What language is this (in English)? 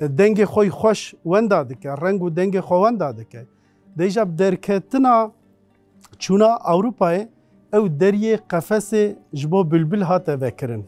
Kurdish